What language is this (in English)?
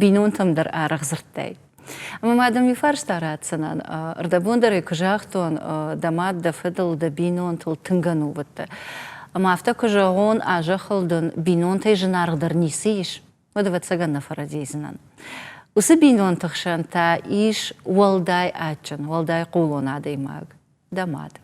Ossetic